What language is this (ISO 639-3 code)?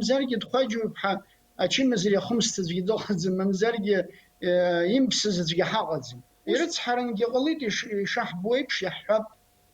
abk